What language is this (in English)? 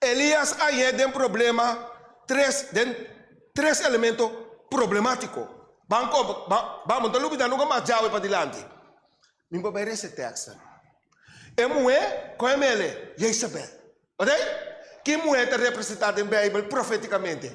Papiamento